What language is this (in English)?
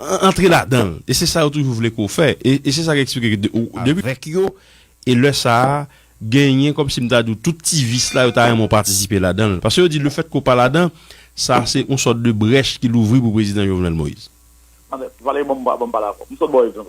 Haitian Creole